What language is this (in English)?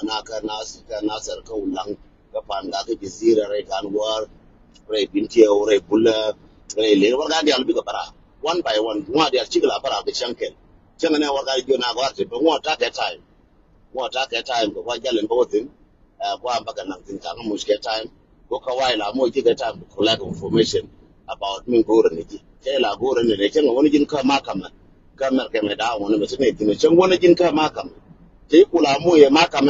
Nuer